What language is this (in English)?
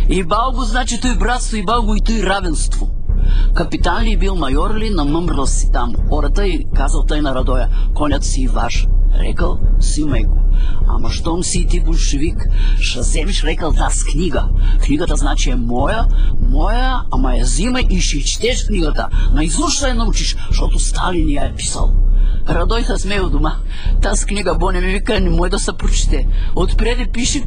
Bulgarian